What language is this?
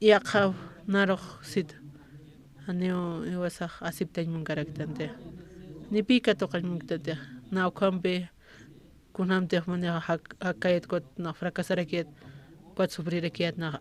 Aymara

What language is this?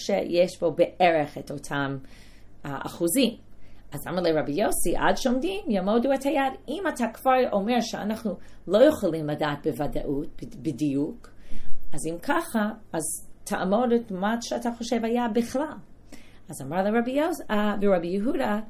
Hebrew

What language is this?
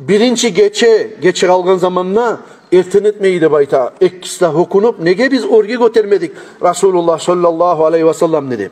Kumyk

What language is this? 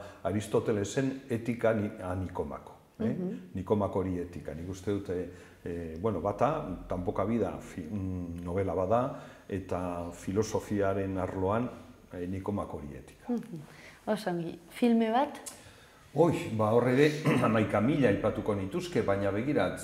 Basque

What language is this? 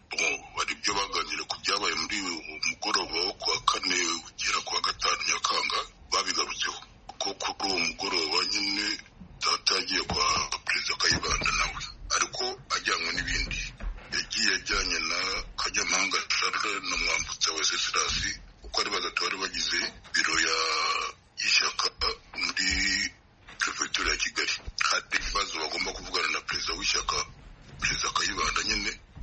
Kinyarwanda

